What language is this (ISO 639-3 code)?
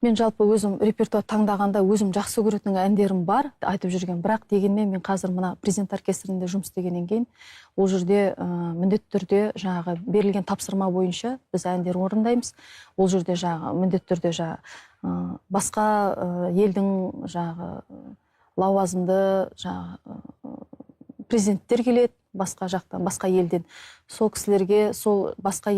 kaz